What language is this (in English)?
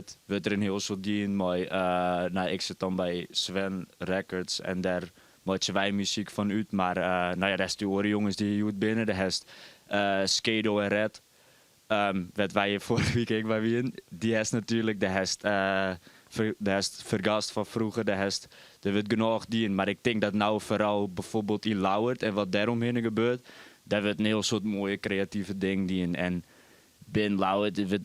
Western Frisian